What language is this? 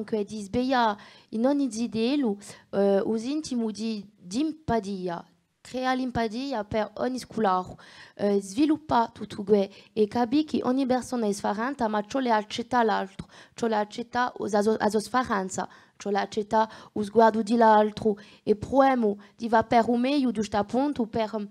Corsican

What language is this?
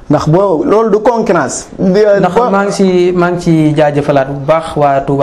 Wolof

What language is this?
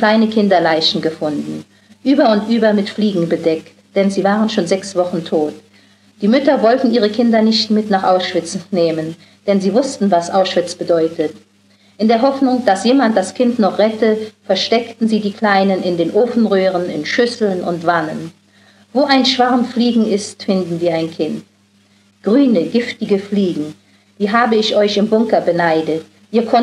German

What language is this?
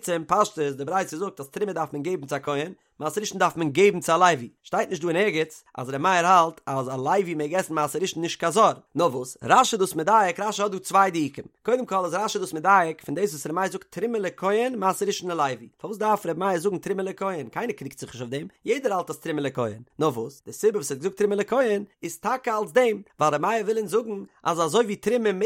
Yiddish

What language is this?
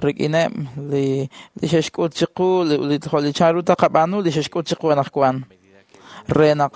Kekchí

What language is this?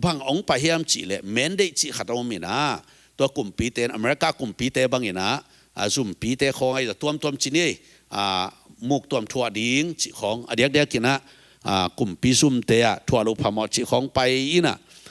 Tedim Chin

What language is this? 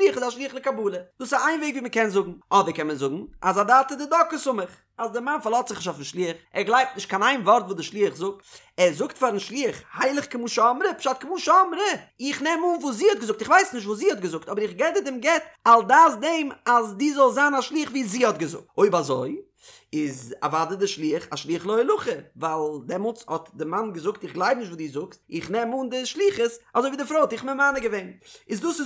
Yiddish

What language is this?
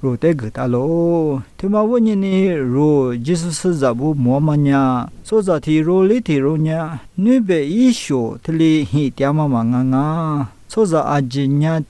Lisu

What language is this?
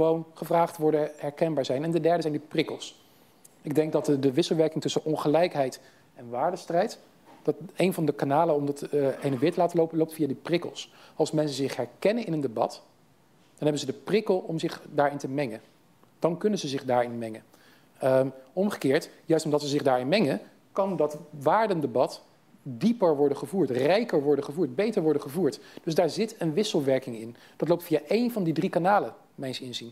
Dutch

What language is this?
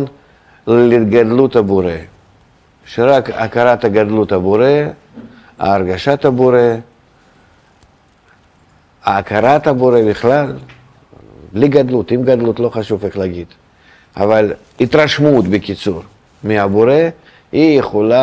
Hebrew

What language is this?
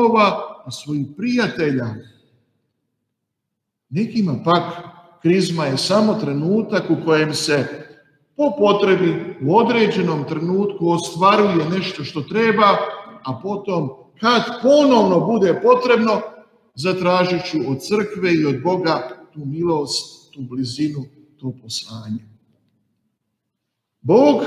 Croatian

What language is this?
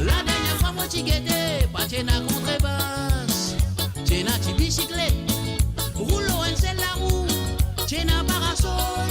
Morisyen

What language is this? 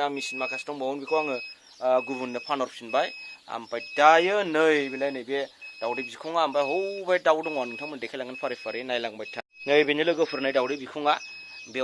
Bodo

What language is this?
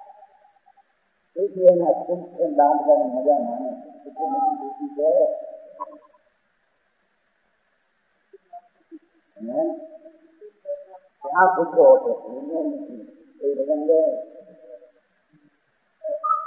Gujarati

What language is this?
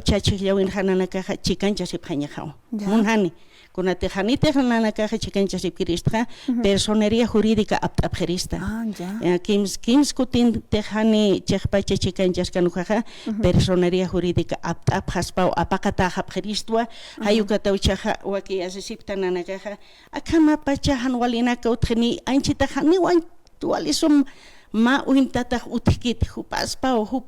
Aymara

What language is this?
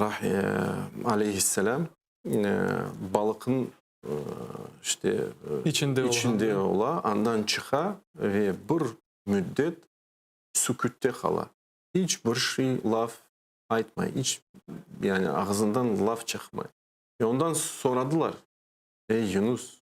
Crimean Tatar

